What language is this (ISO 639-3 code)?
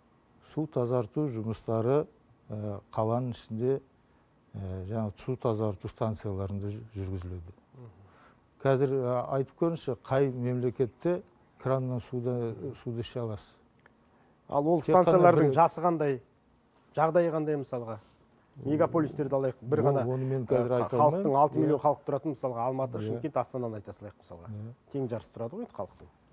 kaz